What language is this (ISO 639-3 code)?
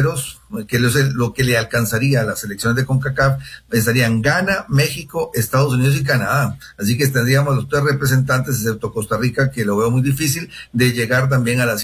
spa